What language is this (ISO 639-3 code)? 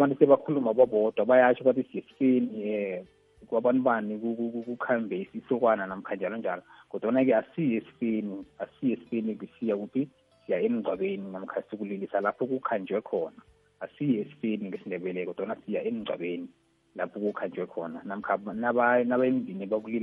nbl